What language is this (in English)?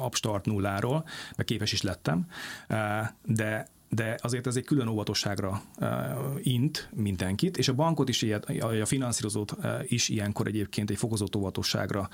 Hungarian